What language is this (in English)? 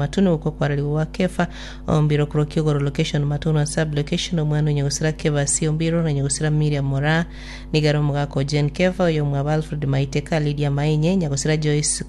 Gusii